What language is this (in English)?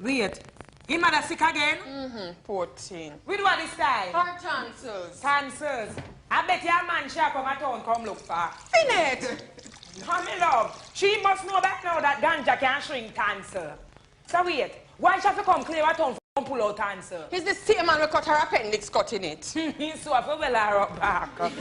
Jamaican Creole English